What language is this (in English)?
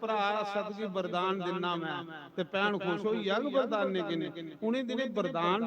Dogri